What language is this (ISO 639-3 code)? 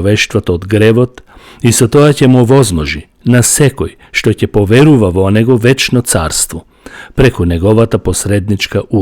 mkd